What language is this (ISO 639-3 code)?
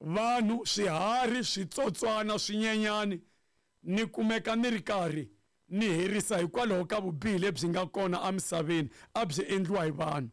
tso